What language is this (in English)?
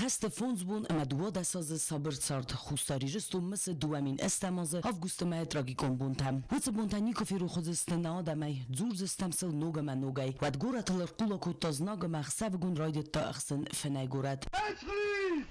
Ossetic